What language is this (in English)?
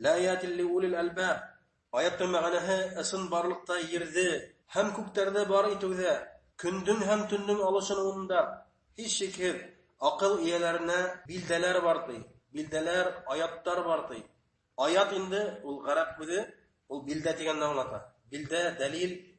Bashkir